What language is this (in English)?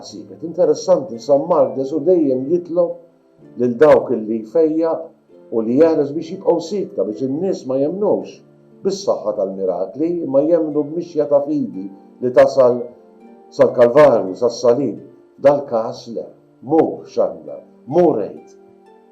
Maltese